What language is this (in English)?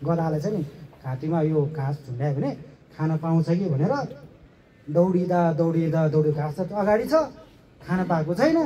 Nepali